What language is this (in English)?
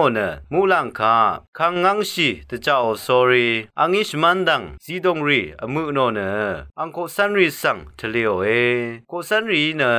Rawang